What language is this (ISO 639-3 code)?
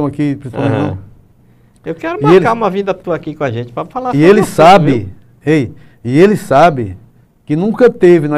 por